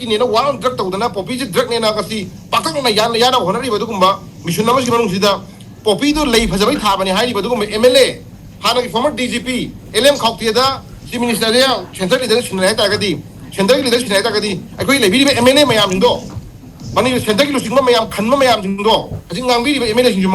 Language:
Manipuri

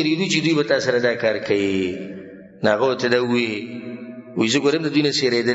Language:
Pashto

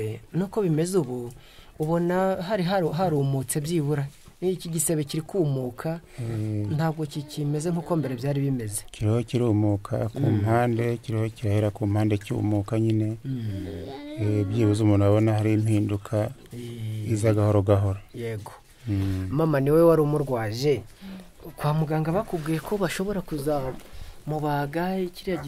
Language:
Kinyarwanda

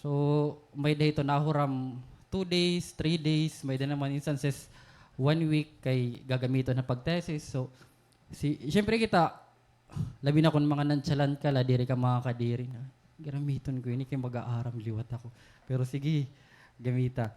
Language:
Waray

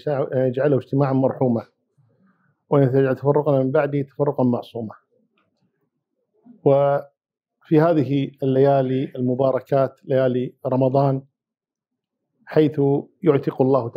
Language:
Arabic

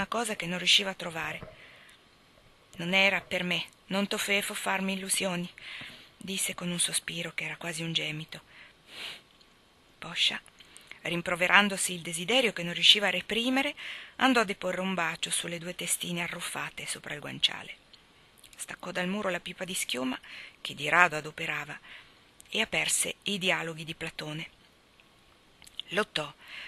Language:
Italian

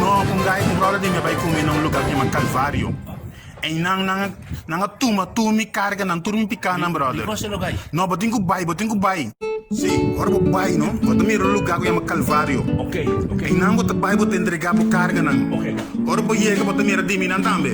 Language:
Papiamento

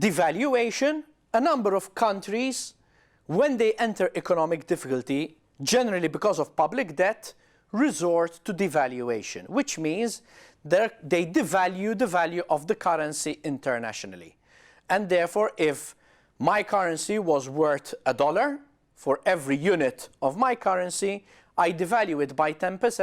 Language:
English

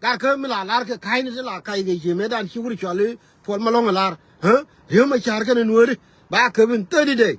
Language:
Nuer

